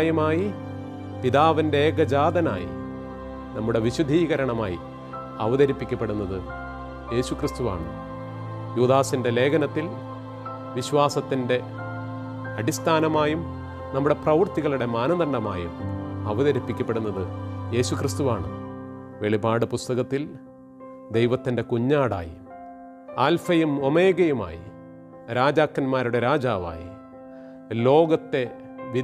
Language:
Malayalam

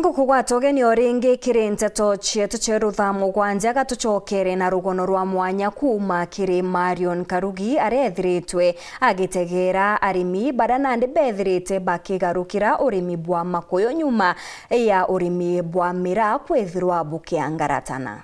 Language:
Meru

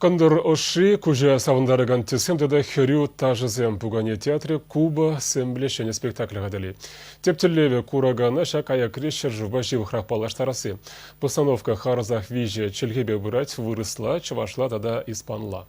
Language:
Chuvash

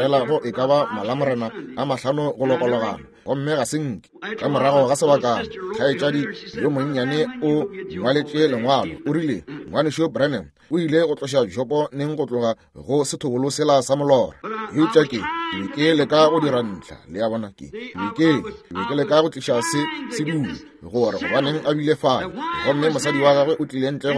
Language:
Northern Sotho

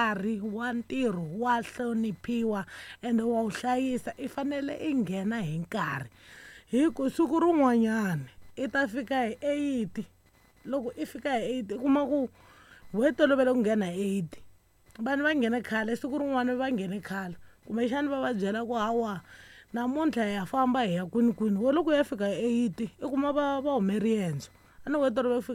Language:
Tsonga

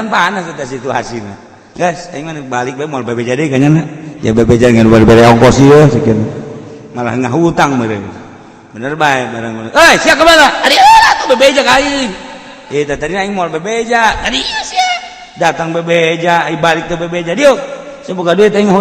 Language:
Sundanese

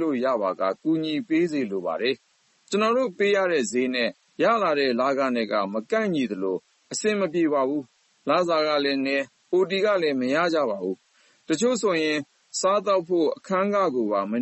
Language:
Burmese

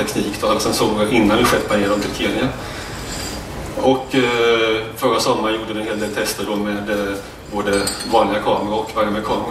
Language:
Swedish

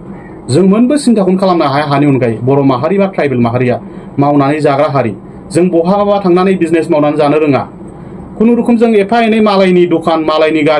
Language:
Bodo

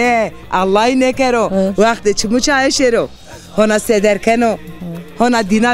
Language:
Zaza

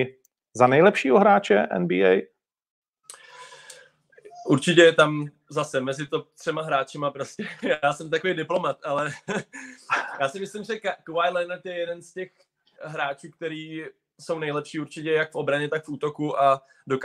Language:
Czech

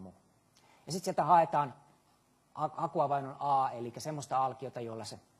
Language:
Finnish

